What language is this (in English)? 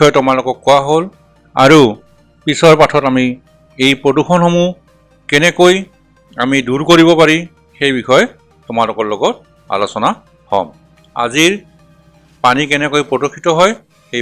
Assamese